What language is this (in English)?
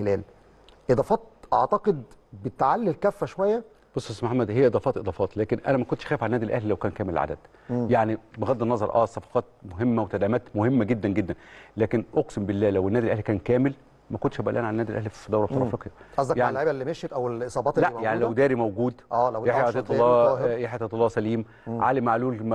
Egyptian Arabic